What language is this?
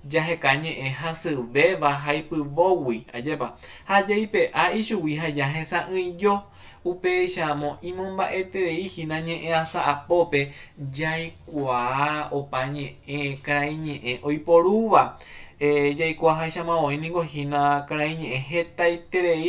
Guarani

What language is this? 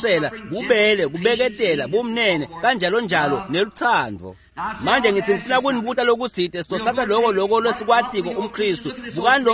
Swati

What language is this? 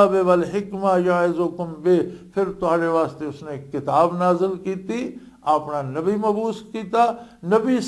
Western Panjabi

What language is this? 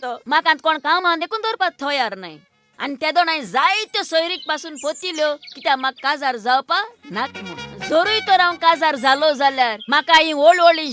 Konkani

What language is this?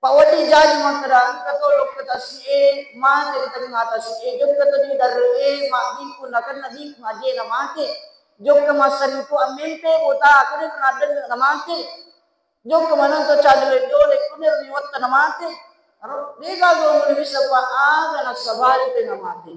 Buginese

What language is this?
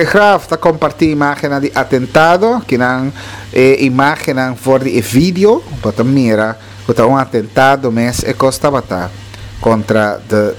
Papiamento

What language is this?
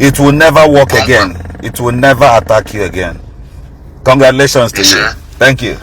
Igbo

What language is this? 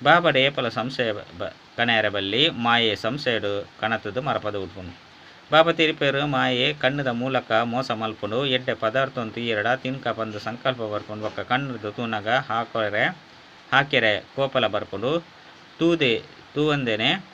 Tulu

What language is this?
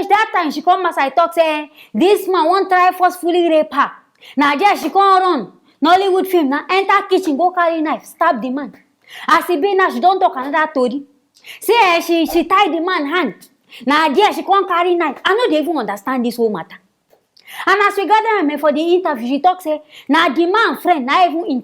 Nigerian Pidgin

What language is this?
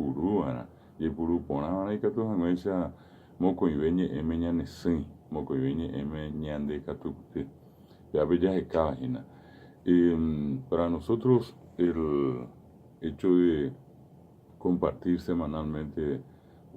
Guarani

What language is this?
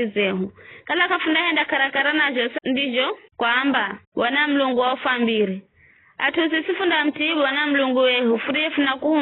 Giryama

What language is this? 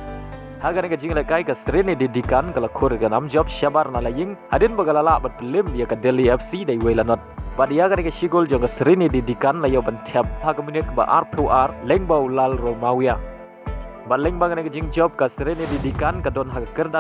Khasi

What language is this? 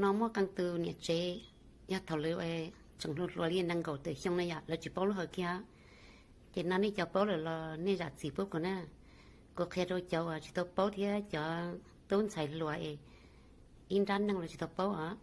Hmong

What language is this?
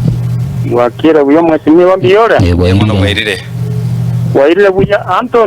Gusii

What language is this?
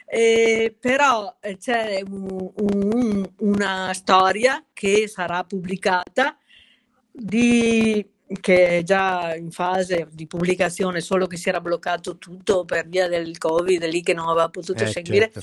Italian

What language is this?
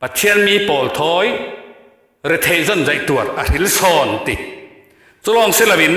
Falam Chin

